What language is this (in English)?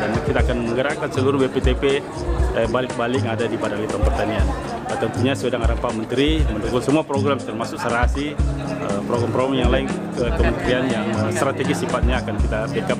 Indonesian